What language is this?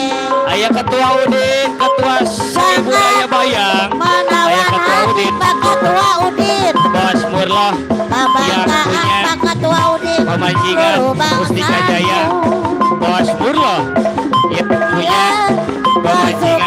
Betawi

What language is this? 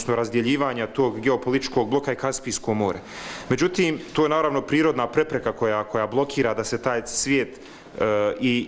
Bosnian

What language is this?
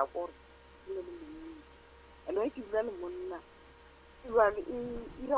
Northern Sotho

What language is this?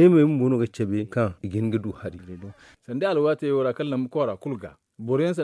Zarma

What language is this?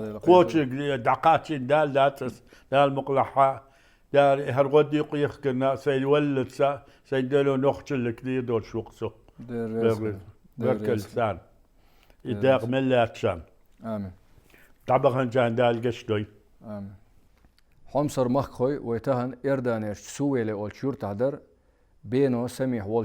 Chechen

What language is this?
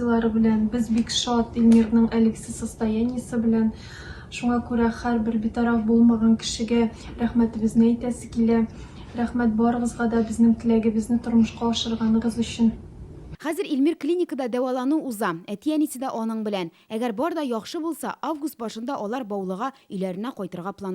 Tatar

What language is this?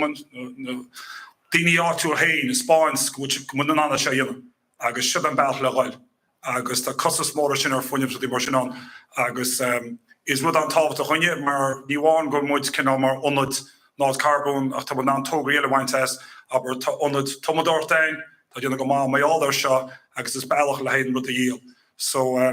Irish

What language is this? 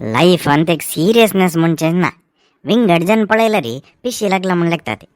Konkani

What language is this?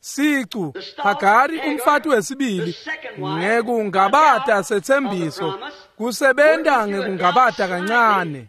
Swati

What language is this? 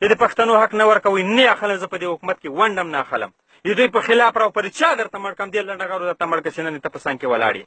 Pashto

